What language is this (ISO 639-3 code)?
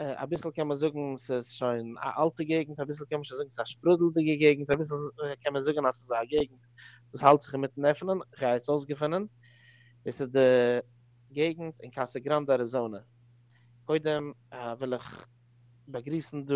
yid